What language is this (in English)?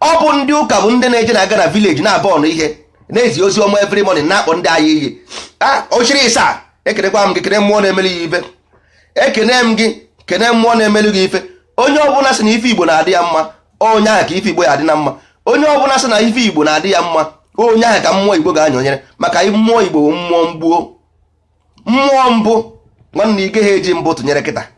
Igbo